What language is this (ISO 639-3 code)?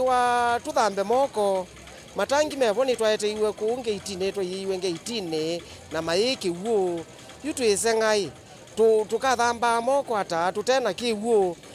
kam